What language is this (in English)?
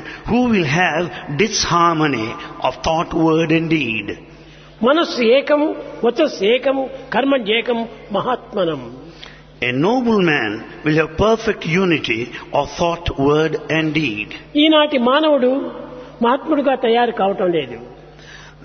Telugu